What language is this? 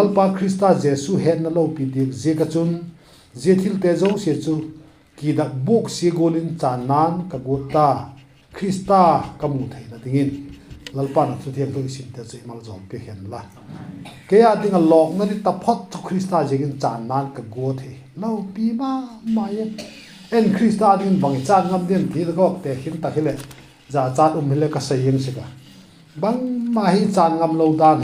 Vaiphei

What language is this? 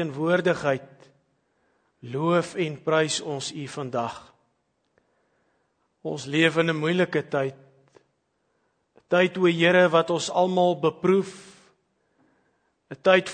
Afrikaans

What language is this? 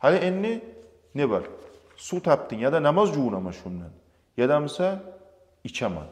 Kumyk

